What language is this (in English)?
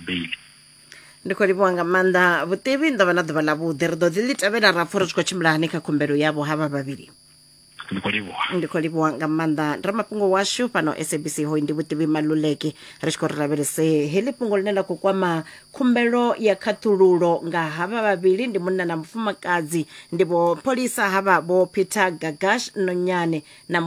Venda